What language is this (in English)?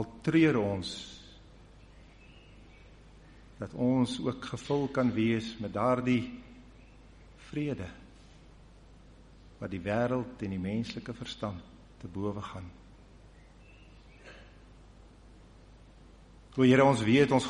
Afrikaans